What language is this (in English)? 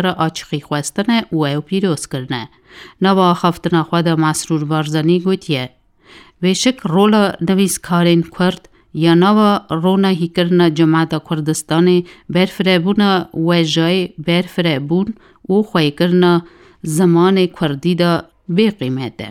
Kurdish